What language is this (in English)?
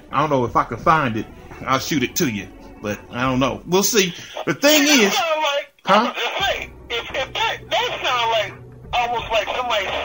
English